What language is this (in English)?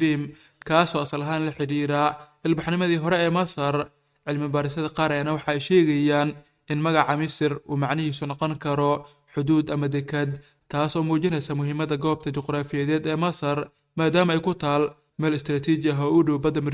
Somali